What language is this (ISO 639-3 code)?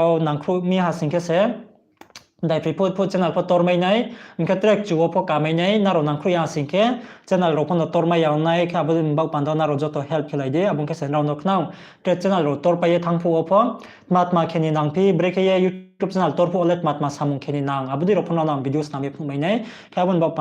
ria